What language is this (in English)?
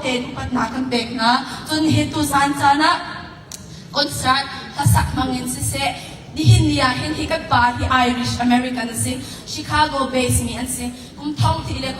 Hakha Chin